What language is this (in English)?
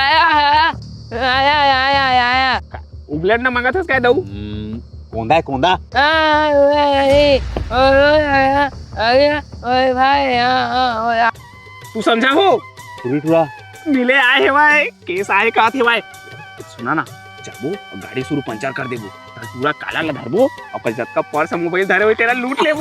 Chhattisgarhi